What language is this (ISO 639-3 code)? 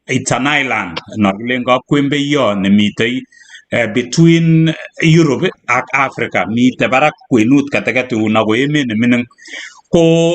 kln